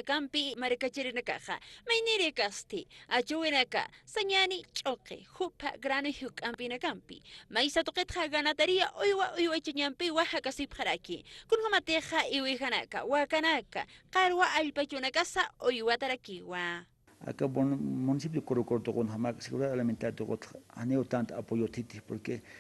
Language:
Aymara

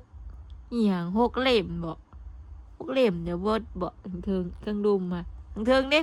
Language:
Northeastern Thai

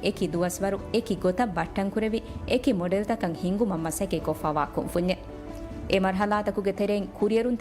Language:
Divehi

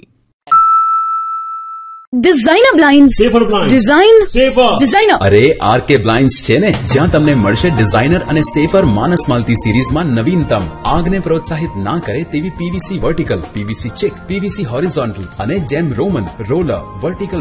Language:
Gujarati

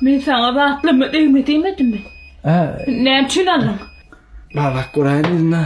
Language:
Turkmen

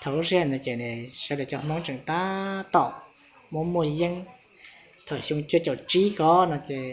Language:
Hmong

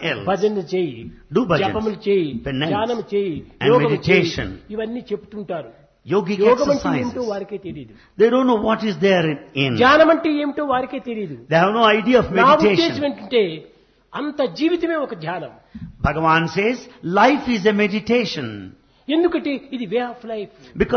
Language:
Telugu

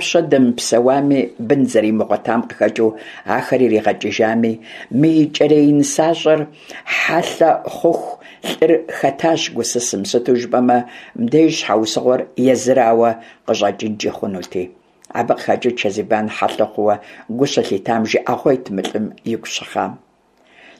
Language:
Kabardian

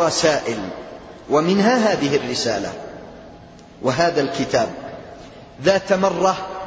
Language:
Arabic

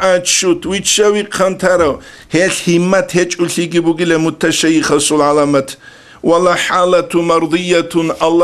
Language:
Avaric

